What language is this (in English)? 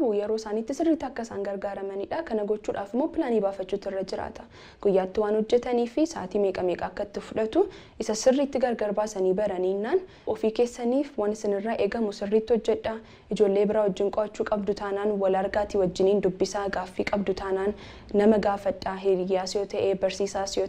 Oromo